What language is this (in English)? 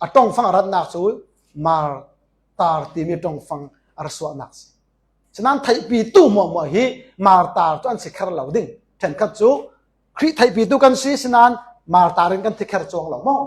Falam Chin